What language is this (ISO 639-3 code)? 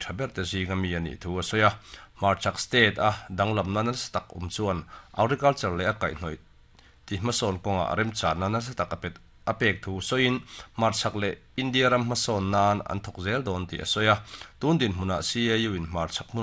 lus